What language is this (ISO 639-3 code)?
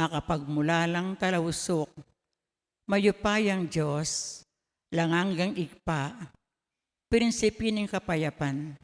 pam